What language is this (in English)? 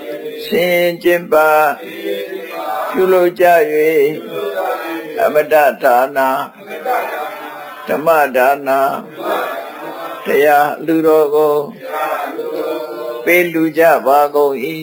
Burmese